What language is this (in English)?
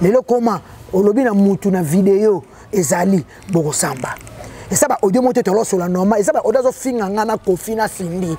Lingala